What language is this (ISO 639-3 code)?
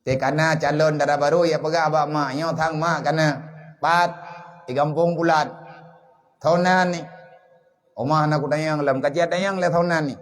ace